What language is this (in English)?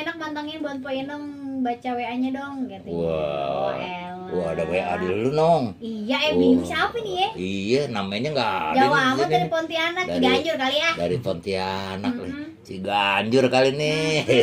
Betawi